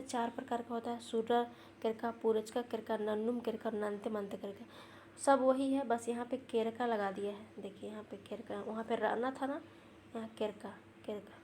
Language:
Kurukh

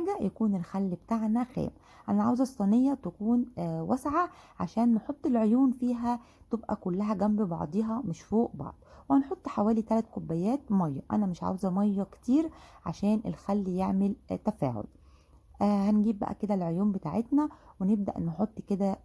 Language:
Egyptian Arabic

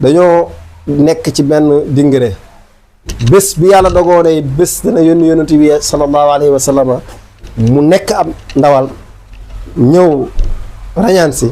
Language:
Wolof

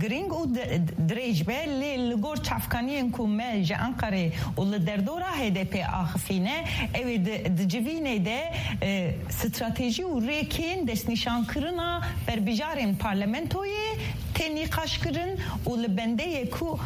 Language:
Kurdish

